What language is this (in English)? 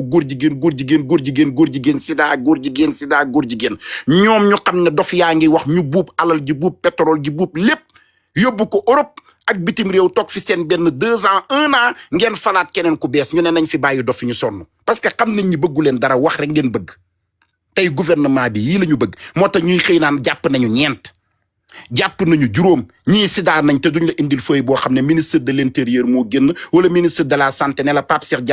Wolof